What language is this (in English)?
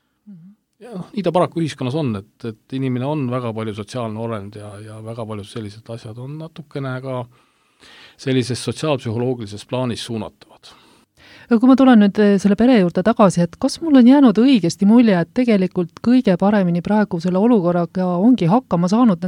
Estonian